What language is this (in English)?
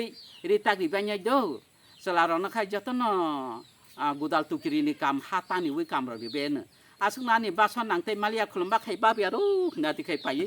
Kok Borok